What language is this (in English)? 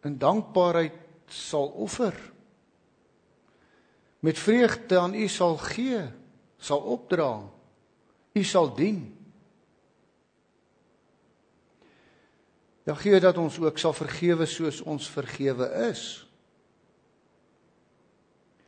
Afrikaans